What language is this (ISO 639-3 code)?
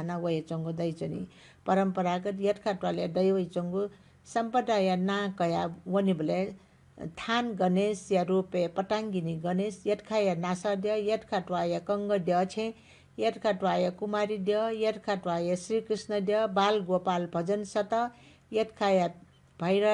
new